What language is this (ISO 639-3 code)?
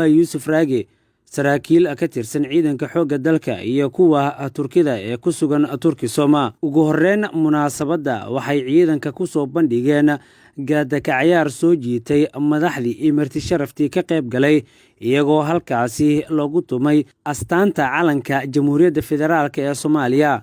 som